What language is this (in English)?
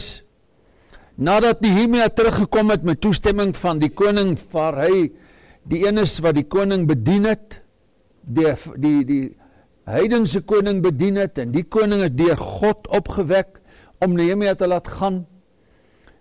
Afrikaans